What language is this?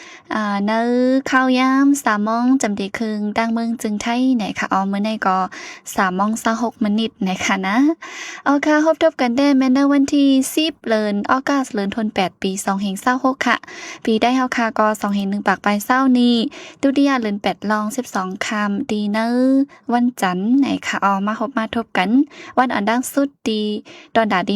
Shan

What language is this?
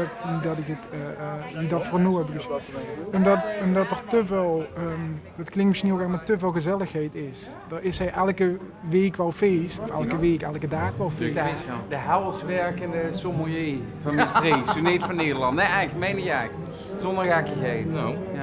Limburgish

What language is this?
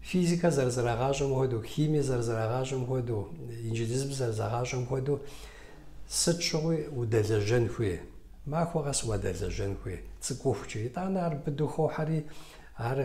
Kabardian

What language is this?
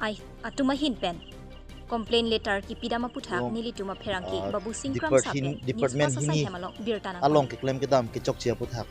Karbi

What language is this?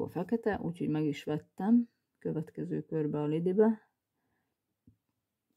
Hungarian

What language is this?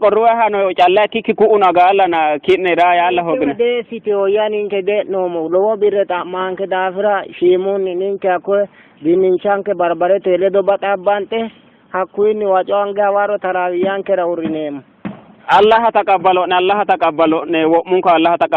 Sidamo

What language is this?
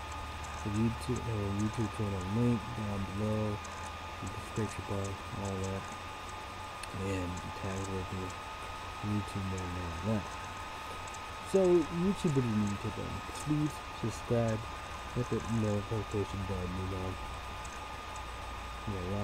English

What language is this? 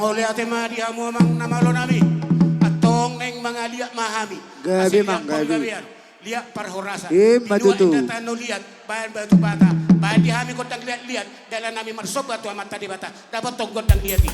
Batak Toba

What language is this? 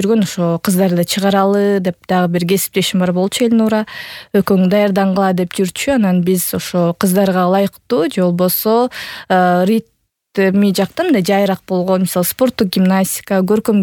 Kyrgyz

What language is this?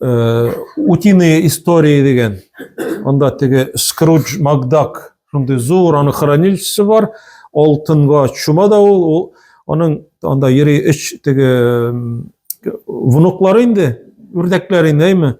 Tatar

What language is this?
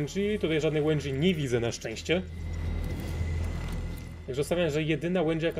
Polish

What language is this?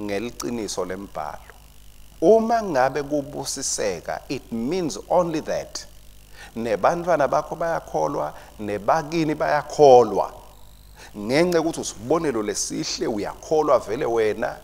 Swati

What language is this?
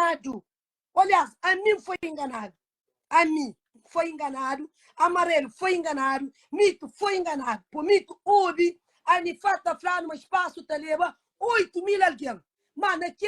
Kabuverdianu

